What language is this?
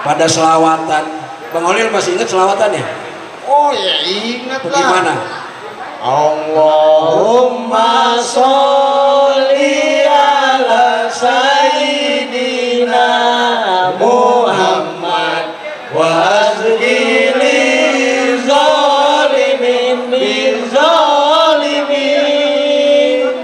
Betawi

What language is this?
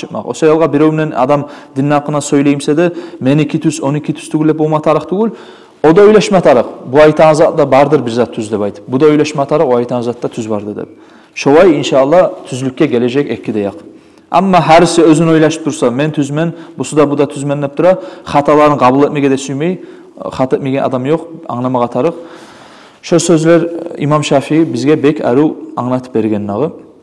Kumyk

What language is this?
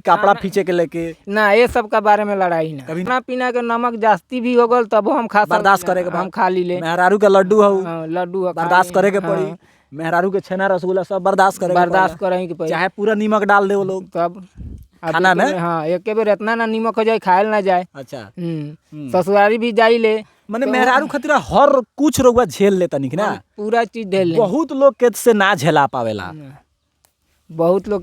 Bhojpuri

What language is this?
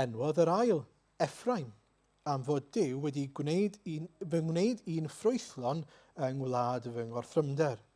Welsh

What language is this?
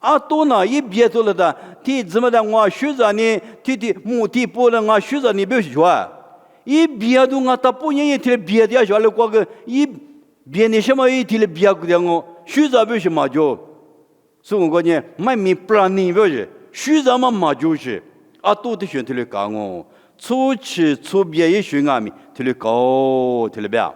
Lisu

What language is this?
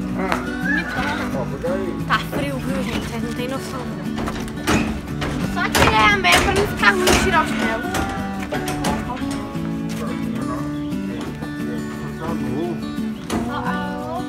Portuguese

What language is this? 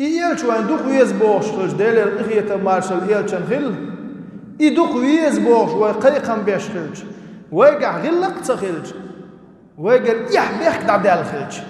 Chechen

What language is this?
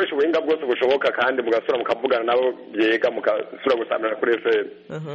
Kinyarwanda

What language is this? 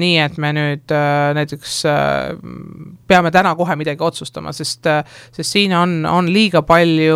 Estonian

